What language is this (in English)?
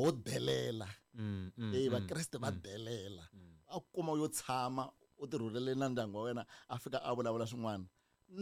Tsonga